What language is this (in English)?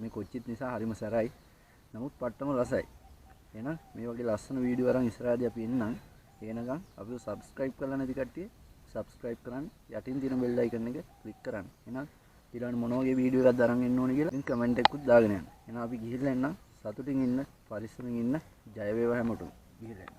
Sinhala